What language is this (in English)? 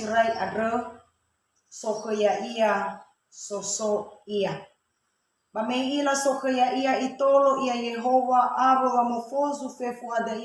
Nias